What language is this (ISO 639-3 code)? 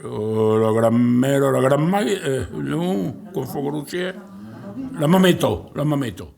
oci